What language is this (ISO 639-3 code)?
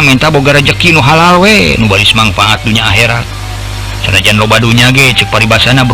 sun